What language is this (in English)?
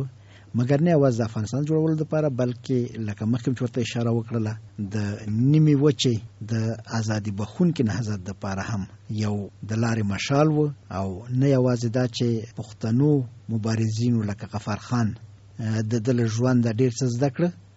Pashto